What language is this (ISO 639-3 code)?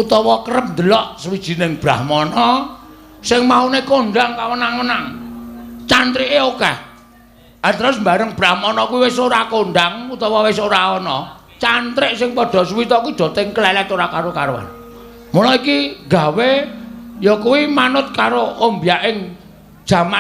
jav